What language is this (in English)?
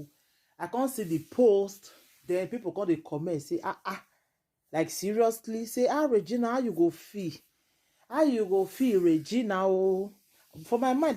Nigerian Pidgin